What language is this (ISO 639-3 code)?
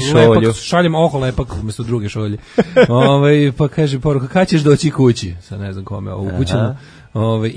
srp